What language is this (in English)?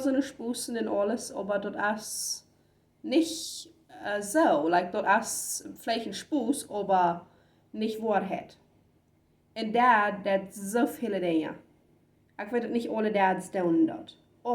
Plautdietsch